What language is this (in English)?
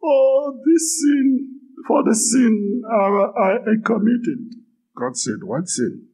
Haitian Creole